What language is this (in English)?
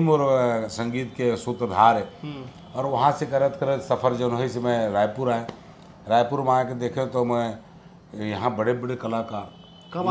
Chhattisgarhi